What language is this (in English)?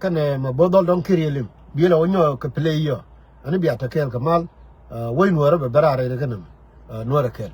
Nuer